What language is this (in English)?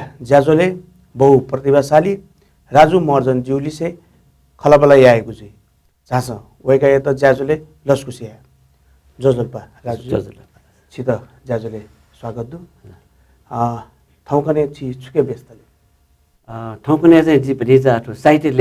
Newari